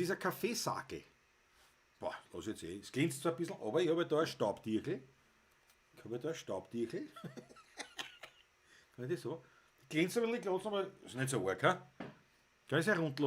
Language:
Bavarian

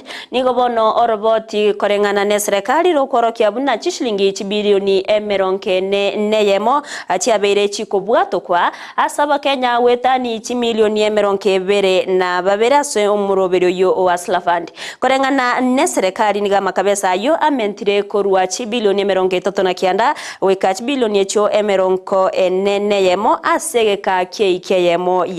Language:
Gusii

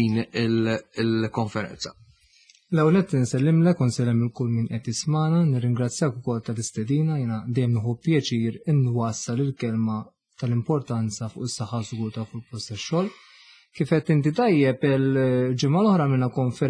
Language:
Maltese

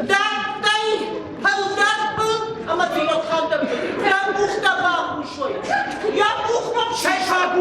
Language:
Ossetic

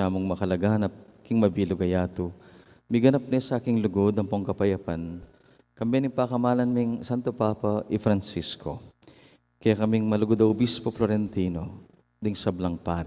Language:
Pampanga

